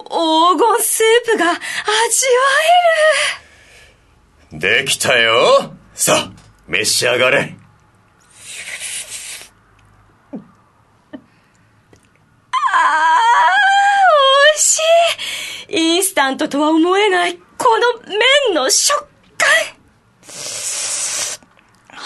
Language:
Japanese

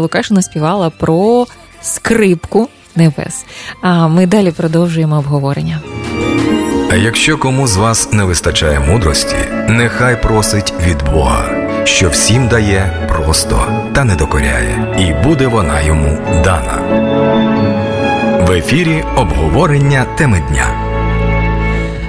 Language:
Ukrainian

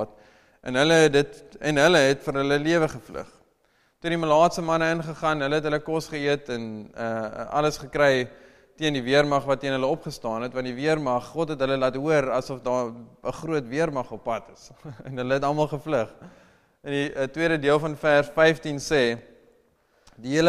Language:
Afrikaans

